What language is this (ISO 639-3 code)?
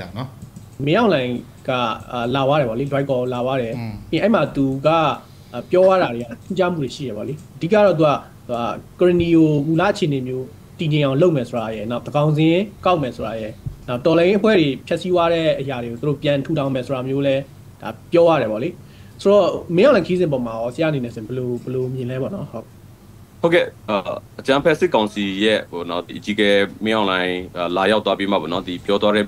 mya